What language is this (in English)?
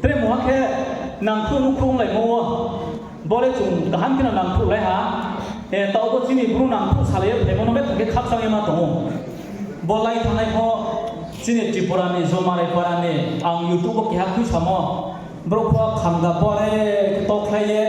Riang (India)